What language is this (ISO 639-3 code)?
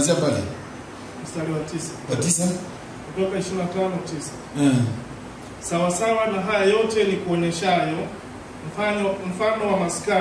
swa